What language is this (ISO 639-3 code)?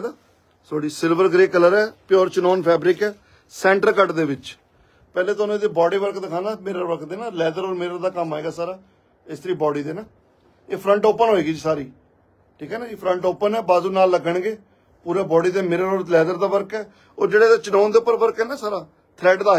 pan